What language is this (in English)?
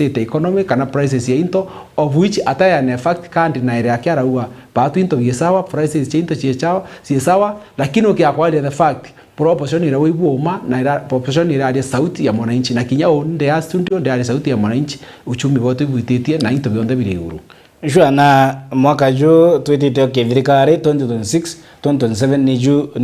Meru